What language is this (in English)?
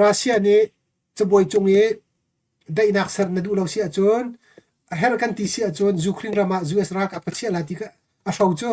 Hakha Chin